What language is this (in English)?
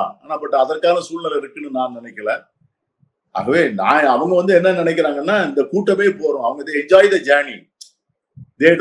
Tamil